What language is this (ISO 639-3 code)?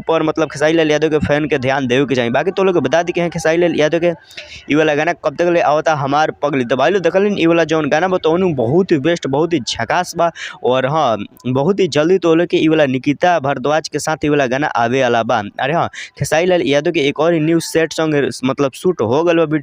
bho